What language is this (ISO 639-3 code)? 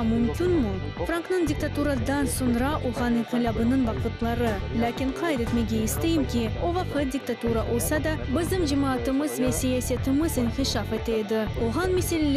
crh